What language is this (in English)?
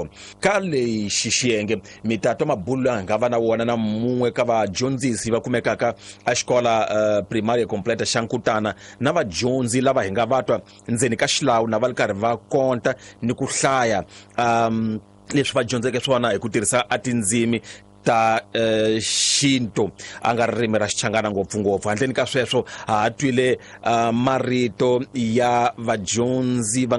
Tsonga